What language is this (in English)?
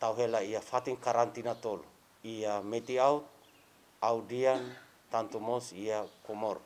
Tetum